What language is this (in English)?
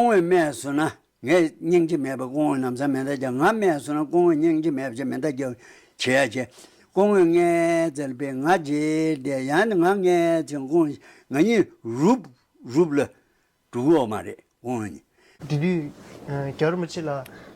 Tibetan